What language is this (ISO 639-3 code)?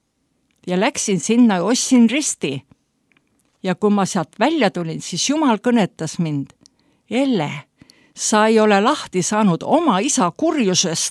est